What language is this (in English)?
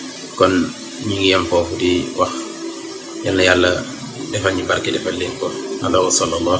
Wolof